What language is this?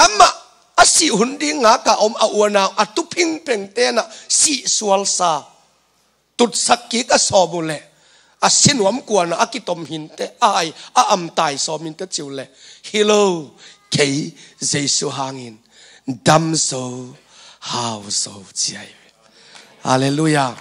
Tedim Chin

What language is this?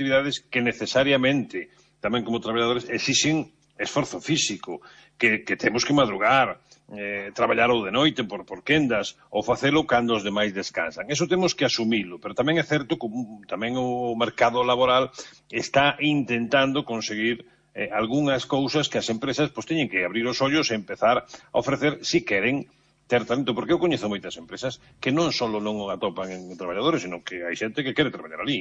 Galician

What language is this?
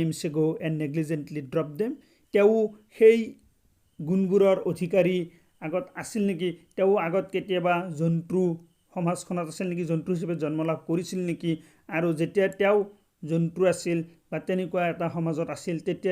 Assamese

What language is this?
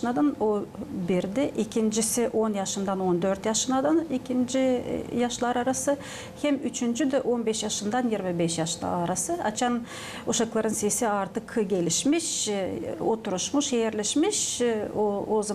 Gagauz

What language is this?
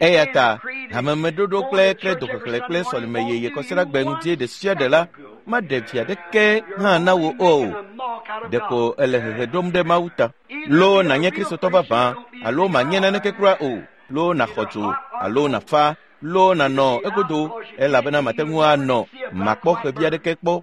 Ewe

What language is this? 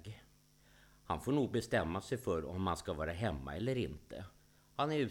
Swedish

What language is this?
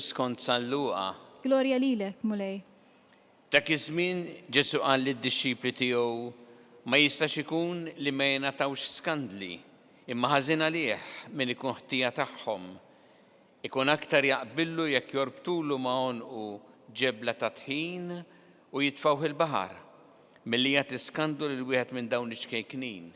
Maltese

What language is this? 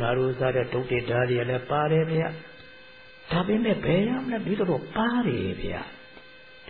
Burmese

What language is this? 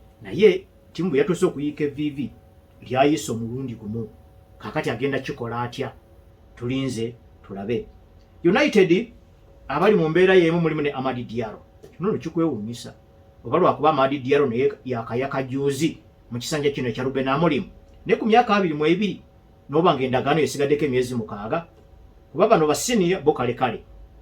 Ganda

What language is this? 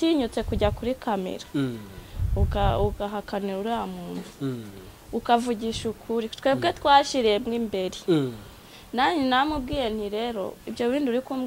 Kinyarwanda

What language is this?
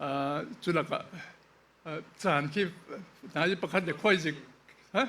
Falam Chin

